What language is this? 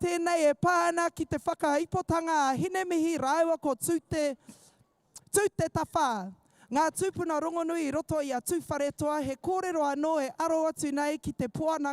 Māori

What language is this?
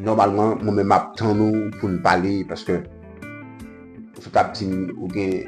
Haitian Creole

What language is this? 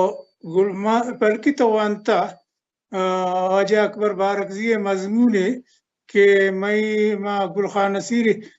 Baluchi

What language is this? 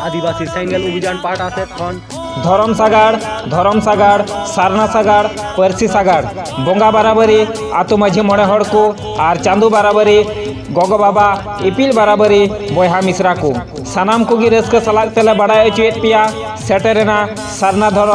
Santali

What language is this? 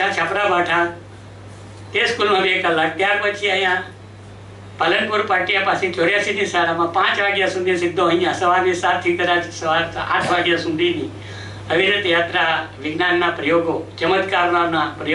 Gujarati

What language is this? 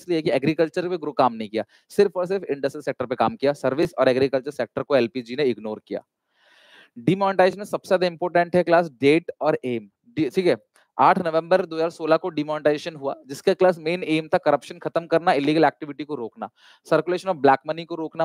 Hindi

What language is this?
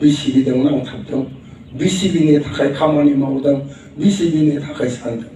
Bodo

